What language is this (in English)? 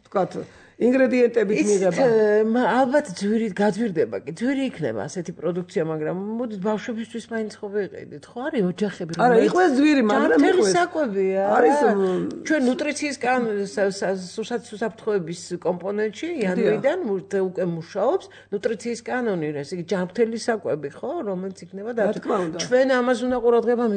Georgian